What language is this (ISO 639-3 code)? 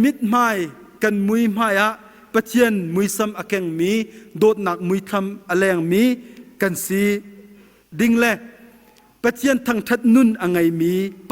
cnh